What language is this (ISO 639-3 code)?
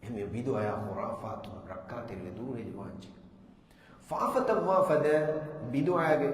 div